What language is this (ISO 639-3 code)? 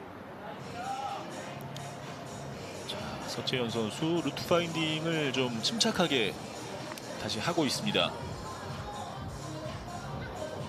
kor